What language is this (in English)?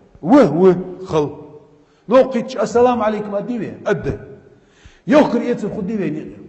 Chechen